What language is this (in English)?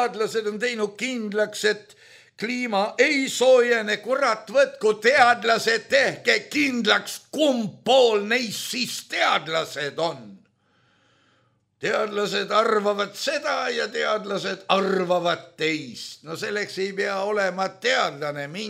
Estonian